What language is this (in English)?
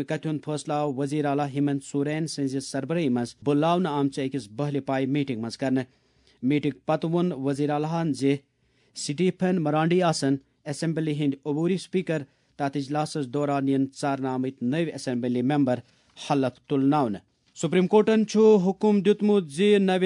Kashmiri